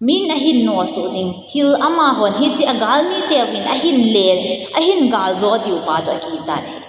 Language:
Thado Chin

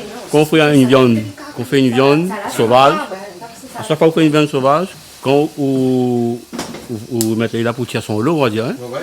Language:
Réunion Creole French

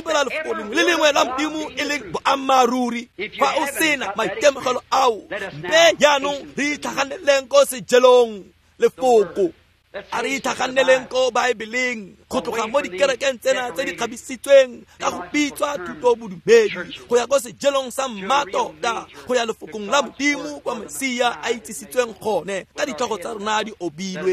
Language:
Tswana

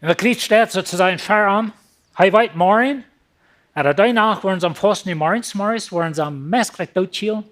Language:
Plautdietsch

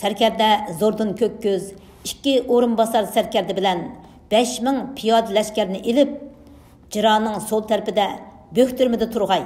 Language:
Uyghur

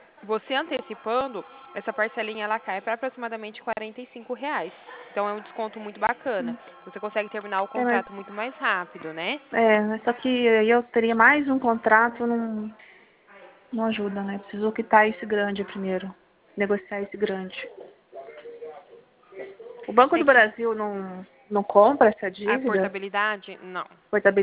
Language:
Portuguese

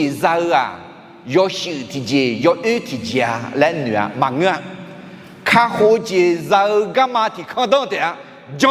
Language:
Akha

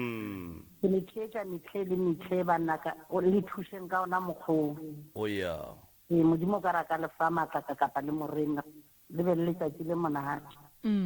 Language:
Northern Sotho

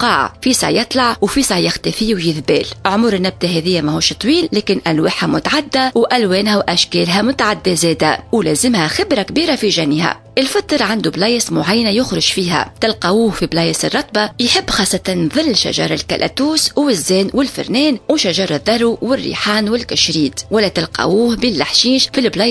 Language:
Tunisian Arabic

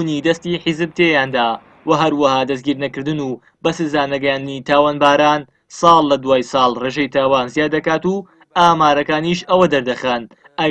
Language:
Central Kurdish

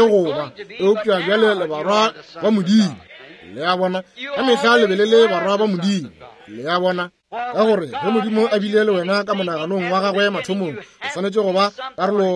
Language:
Northern Sotho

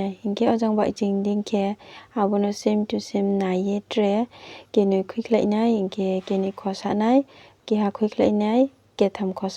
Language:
Riang (India)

